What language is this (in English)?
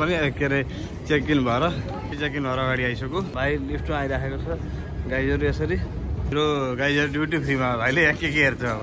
Nepali